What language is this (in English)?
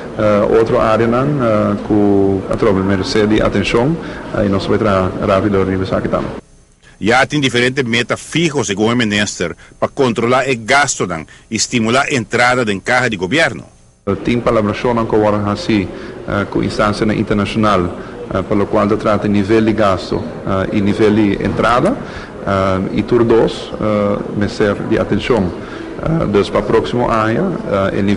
Papiamento